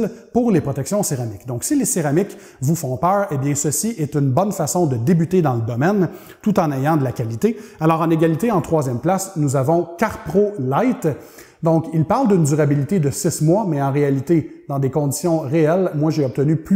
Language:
French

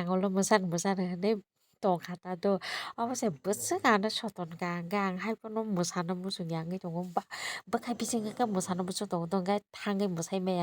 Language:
Kok Borok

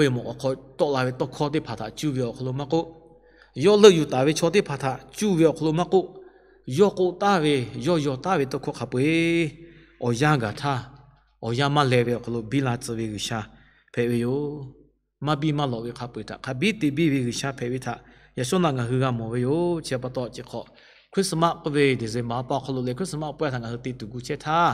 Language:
Lahu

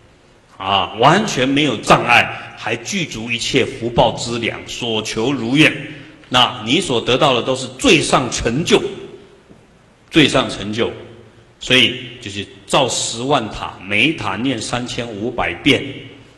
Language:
Chinese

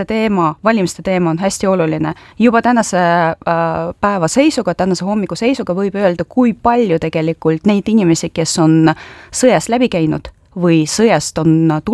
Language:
Estonian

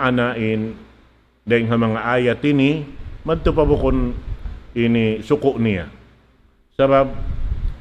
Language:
Tausug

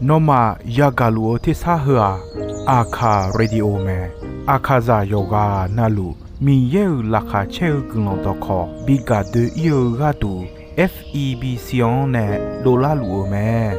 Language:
Akha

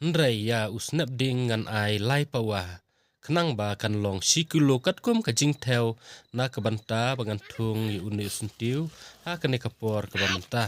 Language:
Khasi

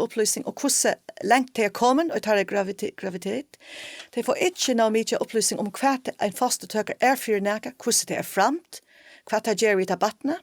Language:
Faroese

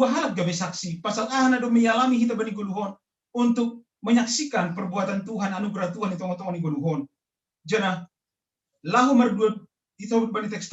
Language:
Batak Simalungun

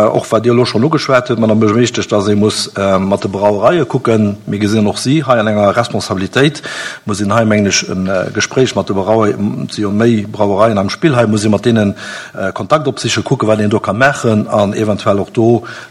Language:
Luxembourgish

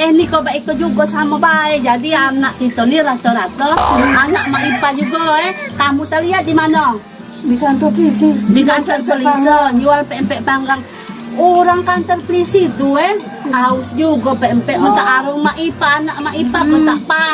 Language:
Musi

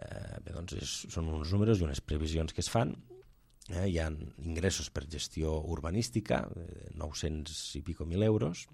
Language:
Catalan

